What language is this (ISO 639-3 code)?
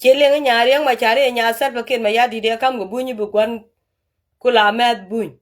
nus